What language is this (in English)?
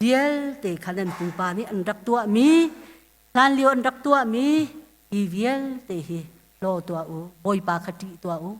Hakha Chin